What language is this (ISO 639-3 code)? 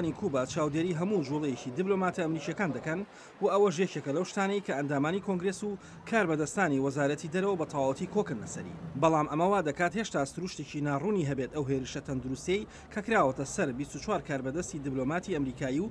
ckb